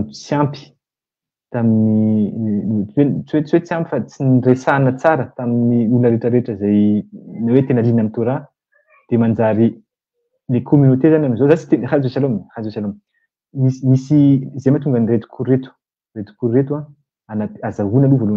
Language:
Malagasy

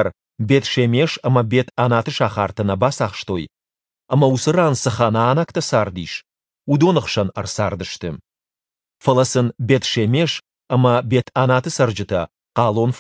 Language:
Ossetic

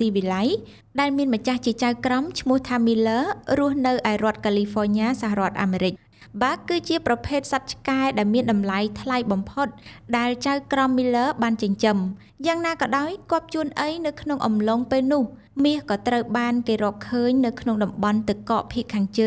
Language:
Khmer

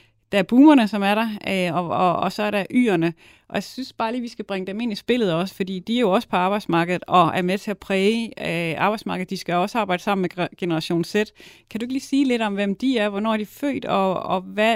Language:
Danish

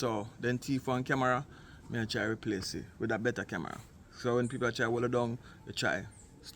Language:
Jamaican Creole English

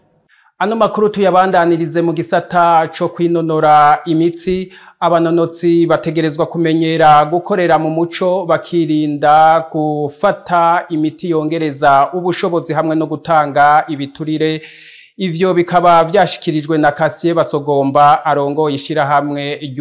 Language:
Rundi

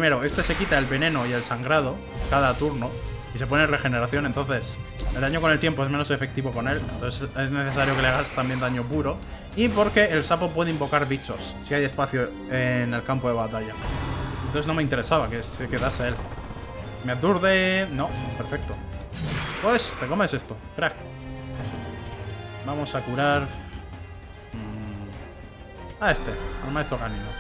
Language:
Spanish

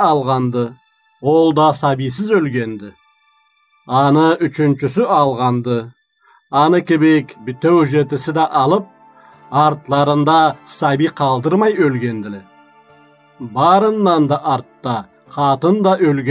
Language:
Karachay-Balkar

